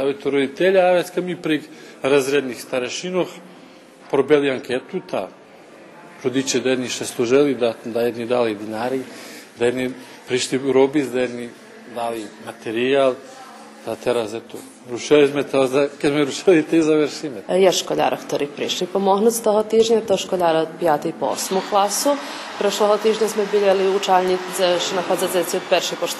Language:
Rusyn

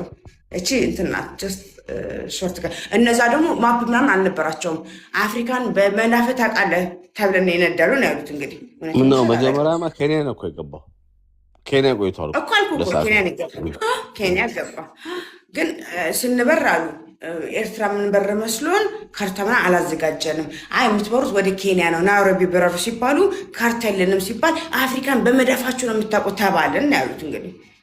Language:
Amharic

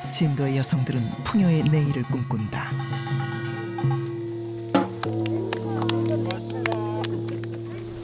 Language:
Korean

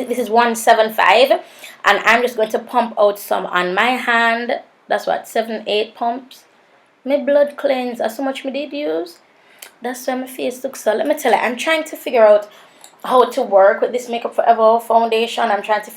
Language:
Jamaican Creole English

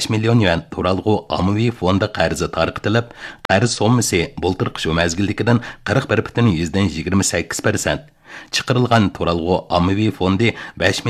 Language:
Uyghur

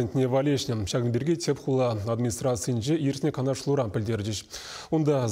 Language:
Chuvash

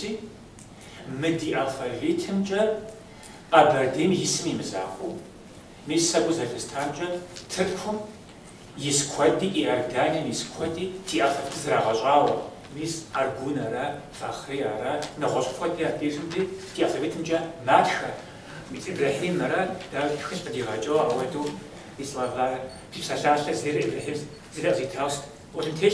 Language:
Kabardian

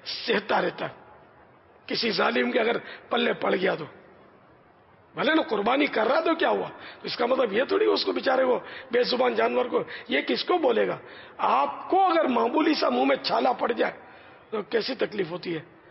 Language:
Urdu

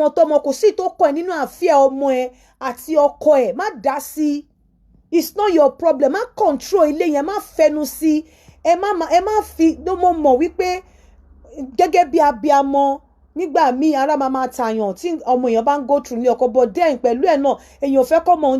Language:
Yoruba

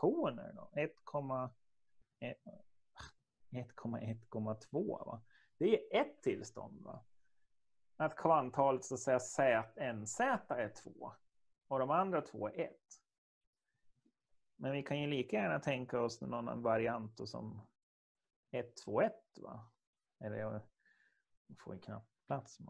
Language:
Swedish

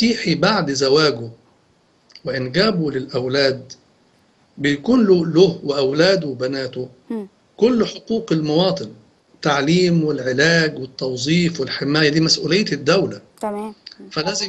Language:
Egyptian Arabic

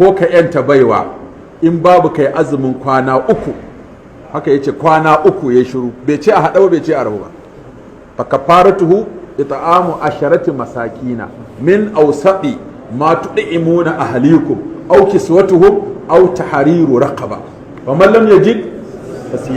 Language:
Hausa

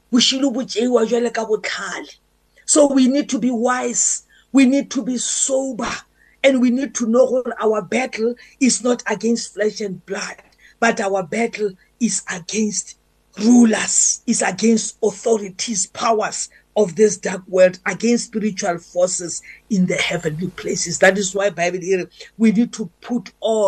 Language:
English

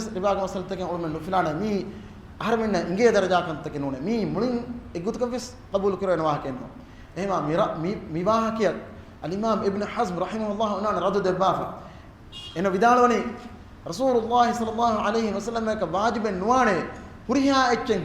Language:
Divehi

